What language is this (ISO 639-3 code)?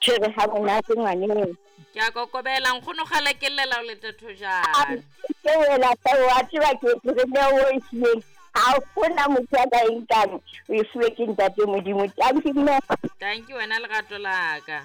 sot